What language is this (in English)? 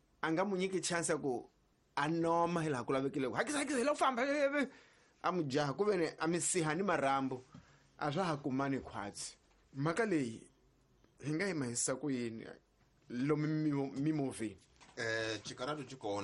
Tsonga